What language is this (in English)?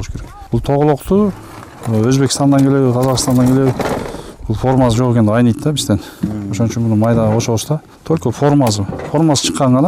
Kyrgyz